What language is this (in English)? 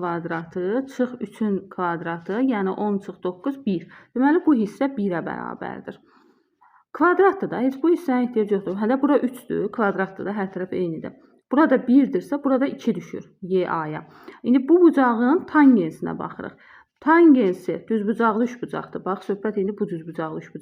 Azerbaijani